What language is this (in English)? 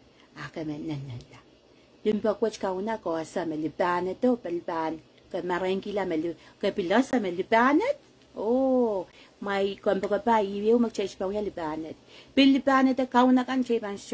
Pohnpeian